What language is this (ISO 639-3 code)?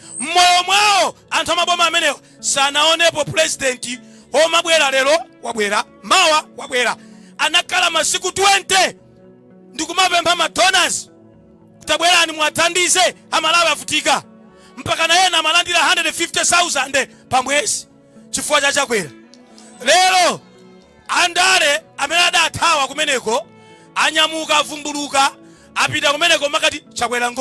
nya